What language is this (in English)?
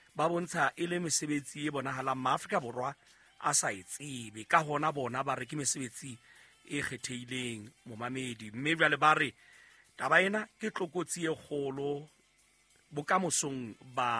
Southern Sotho